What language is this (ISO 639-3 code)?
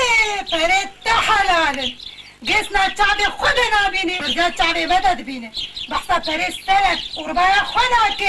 kur